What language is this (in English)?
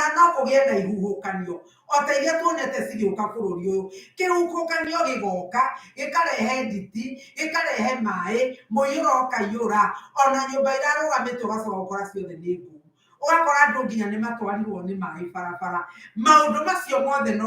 Kikuyu